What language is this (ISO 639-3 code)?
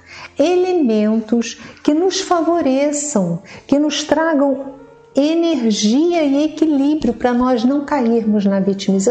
por